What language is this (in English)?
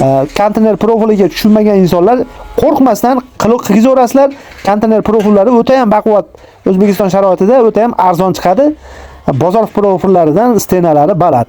Uzbek